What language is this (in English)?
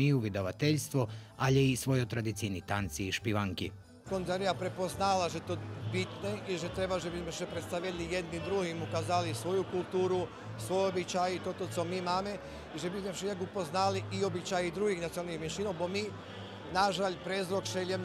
Rusyn